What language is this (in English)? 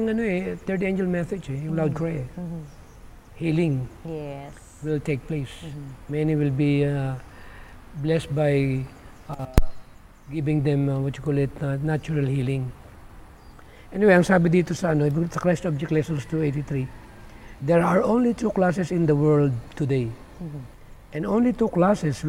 Filipino